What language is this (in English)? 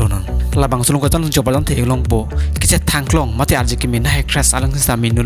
Karbi